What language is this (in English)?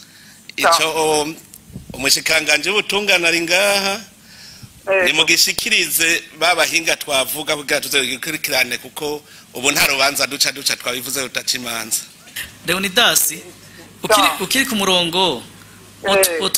Rundi